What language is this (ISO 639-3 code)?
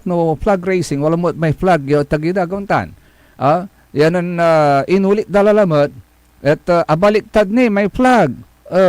pag